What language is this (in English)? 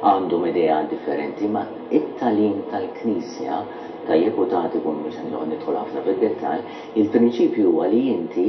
Maltese